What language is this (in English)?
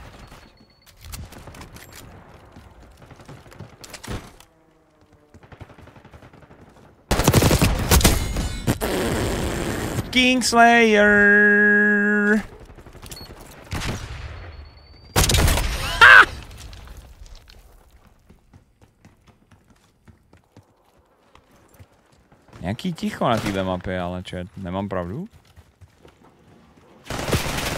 Czech